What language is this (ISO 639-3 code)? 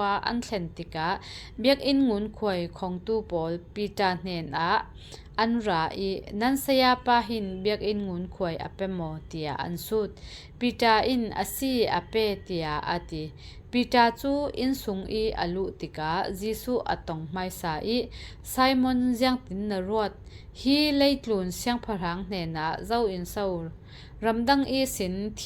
cfm